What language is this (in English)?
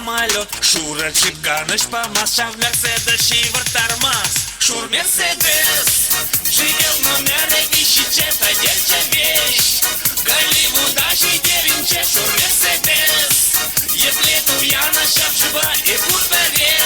Chuvash